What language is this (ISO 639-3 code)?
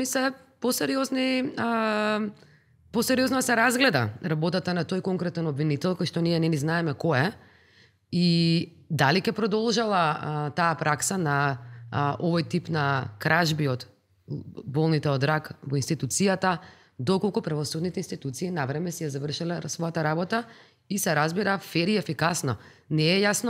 mkd